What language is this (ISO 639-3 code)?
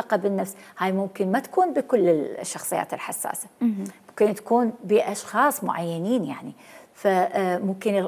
acm